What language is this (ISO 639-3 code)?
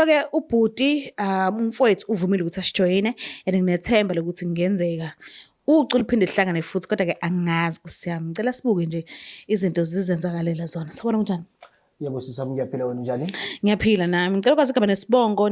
zul